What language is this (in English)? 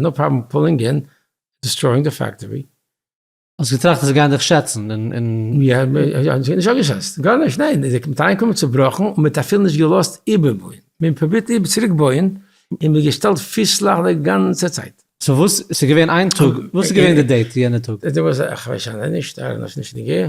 Yiddish